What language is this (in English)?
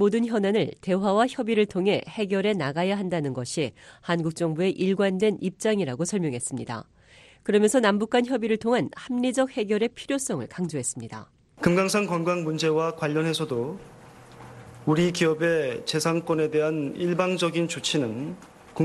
Korean